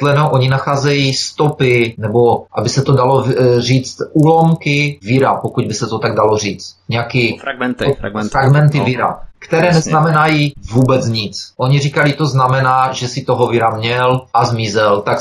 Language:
Czech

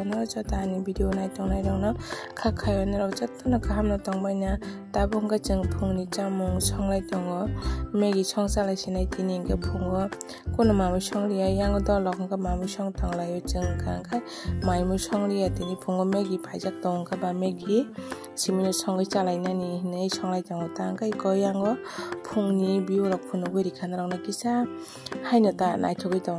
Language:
Kok Borok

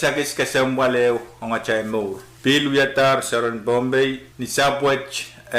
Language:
Pohnpeian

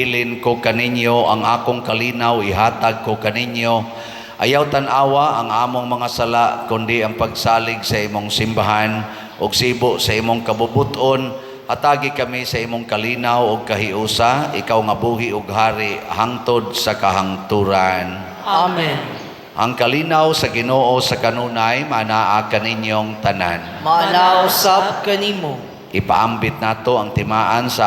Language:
Cebuano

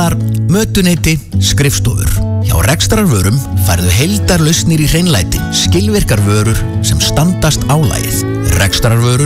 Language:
Icelandic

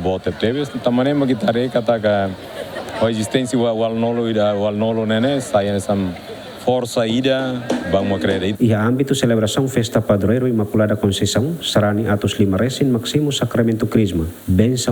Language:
Tetum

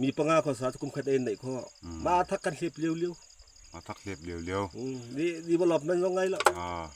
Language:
Falam Chin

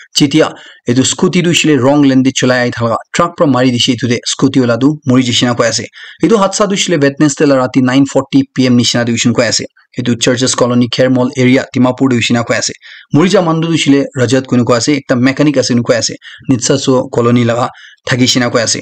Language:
Naga Pidgin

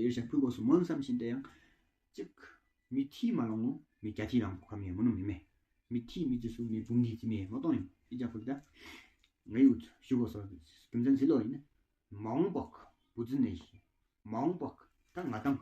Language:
Tawang Monpa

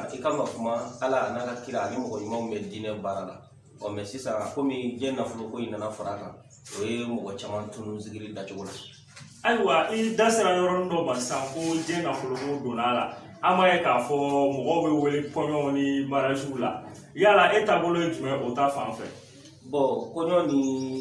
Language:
Bambara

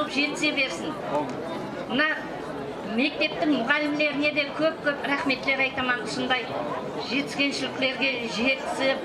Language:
Kara-Kalpak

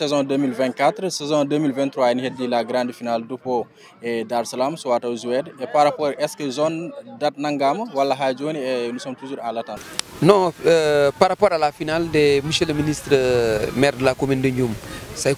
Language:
Fula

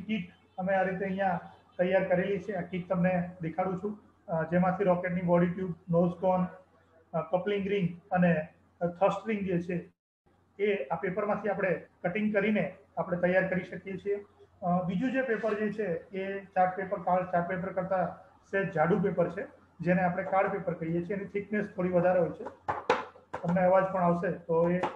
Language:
Gujarati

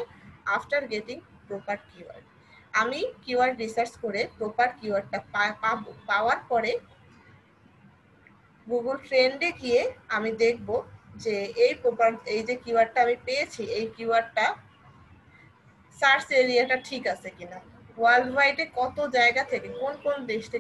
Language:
Bangla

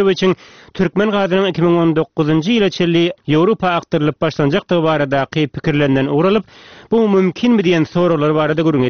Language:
Turkmen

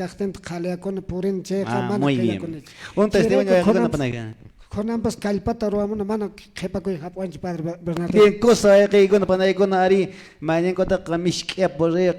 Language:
Quechua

